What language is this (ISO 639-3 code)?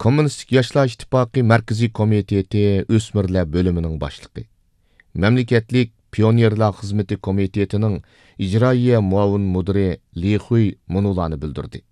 uig